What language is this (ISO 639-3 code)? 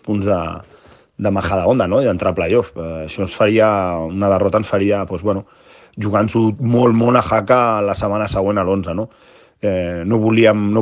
cat